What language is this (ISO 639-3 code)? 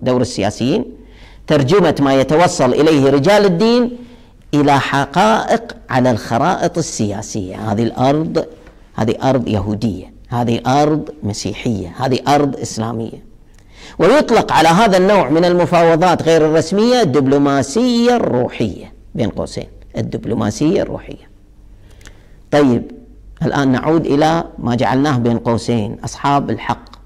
ara